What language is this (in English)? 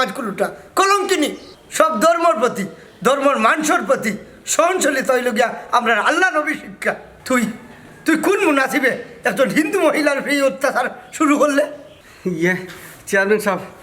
Sylheti